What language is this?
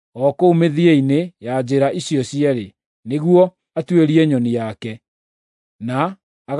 Kikuyu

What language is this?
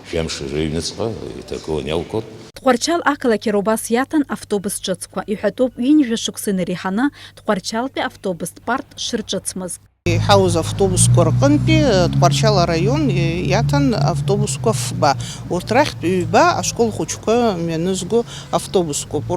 Abkhazian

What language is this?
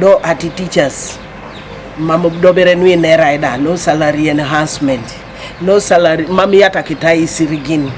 Teso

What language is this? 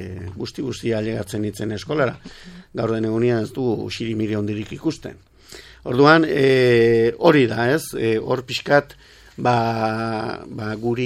Basque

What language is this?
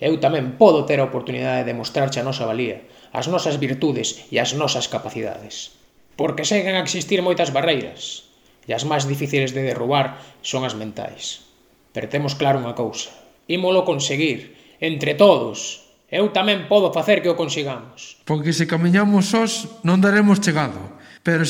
Galician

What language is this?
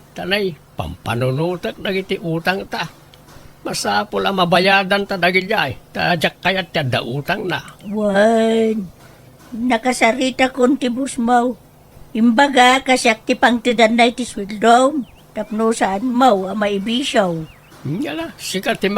Iloko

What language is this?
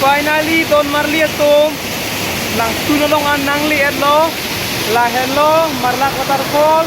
Karbi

